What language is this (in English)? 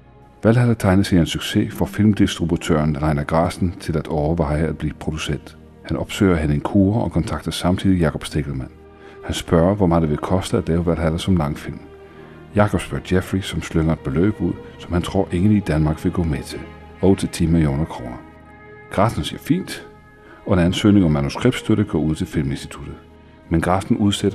Danish